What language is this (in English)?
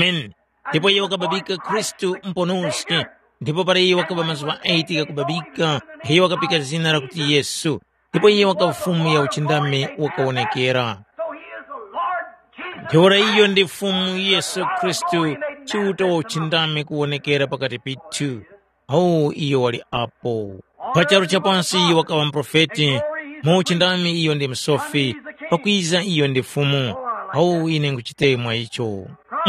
Tumbuka